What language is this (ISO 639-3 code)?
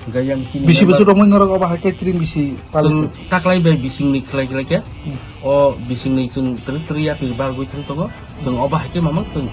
trp